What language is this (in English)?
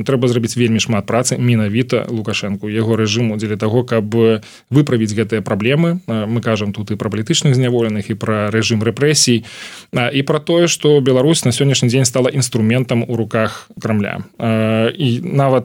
Belarusian